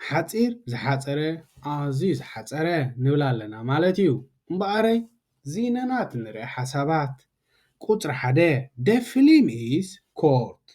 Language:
Tigrinya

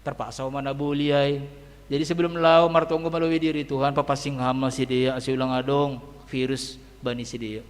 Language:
Batak Simalungun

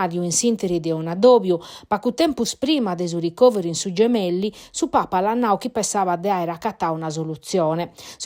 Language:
Sardinian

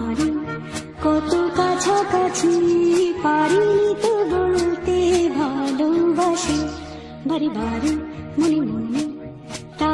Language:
Bangla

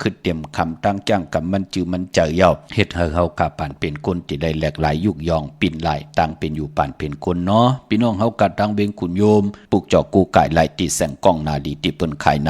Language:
Shan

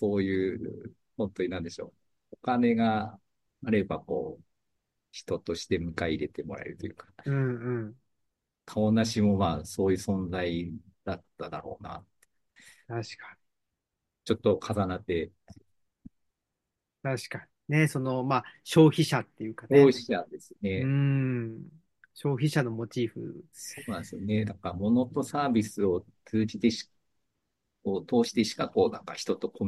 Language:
Japanese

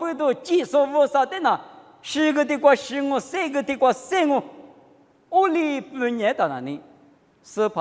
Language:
Lisu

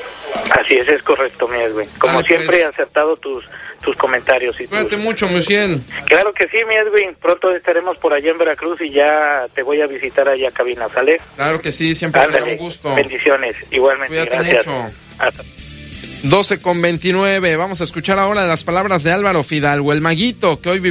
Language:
Spanish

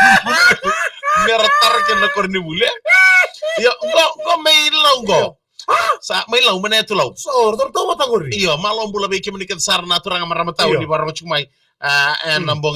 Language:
Fijian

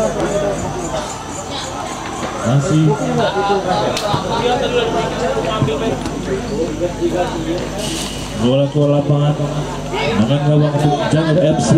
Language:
Indonesian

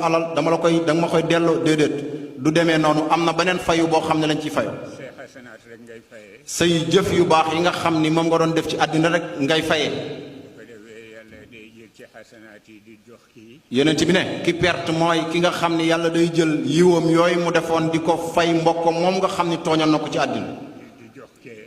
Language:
Wolof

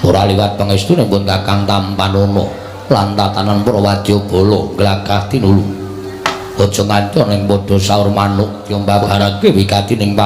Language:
Javanese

